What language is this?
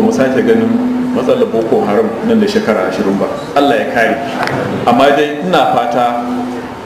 Hausa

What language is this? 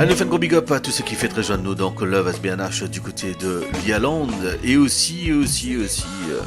Morisyen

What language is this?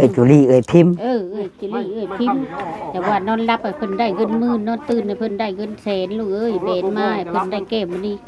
Northeastern Thai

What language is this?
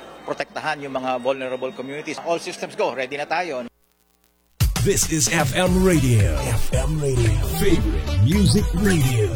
Filipino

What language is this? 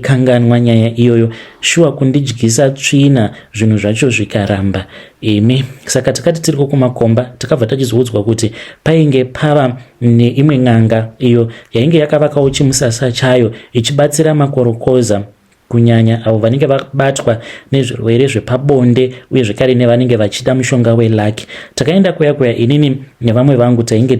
Shona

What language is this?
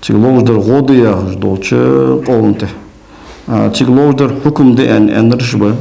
Ingush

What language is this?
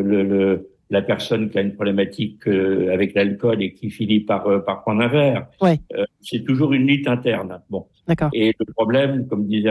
French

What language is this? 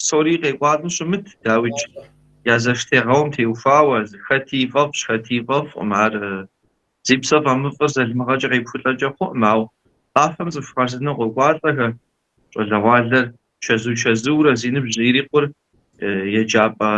Kabardian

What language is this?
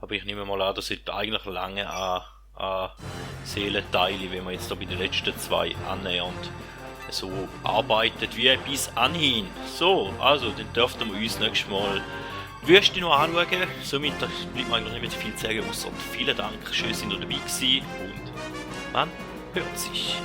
Swiss German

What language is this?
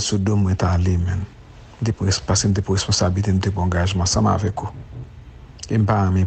Haitian Creole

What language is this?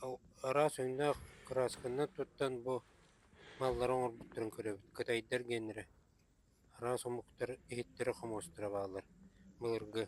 Yakut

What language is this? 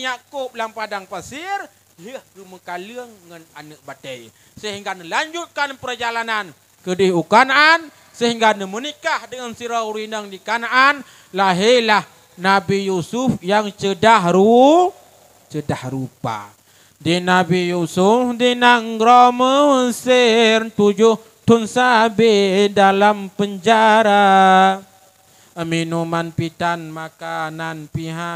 Achinese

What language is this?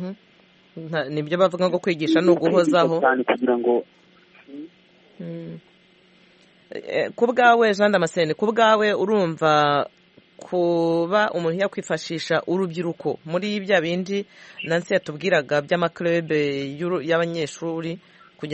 Kinyarwanda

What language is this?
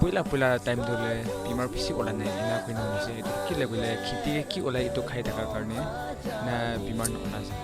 Naga Pidgin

